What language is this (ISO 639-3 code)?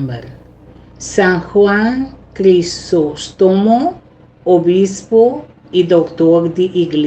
pap